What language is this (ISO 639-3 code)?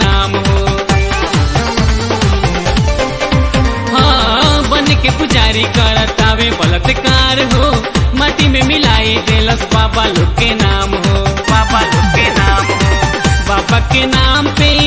bho